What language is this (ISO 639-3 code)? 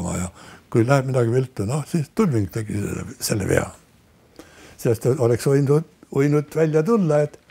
est